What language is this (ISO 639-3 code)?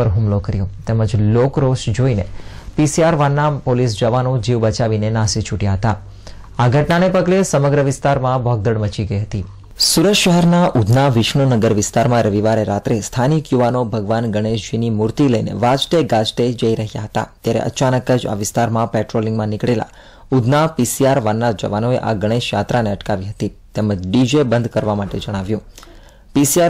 guj